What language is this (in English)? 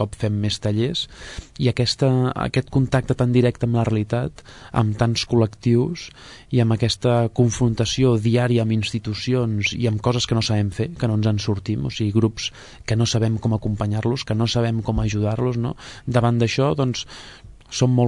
Catalan